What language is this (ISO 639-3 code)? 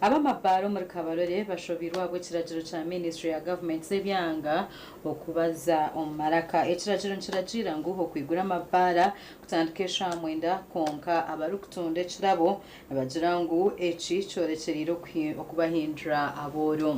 nyn